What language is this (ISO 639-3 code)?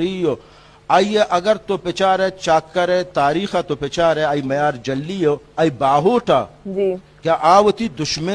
bal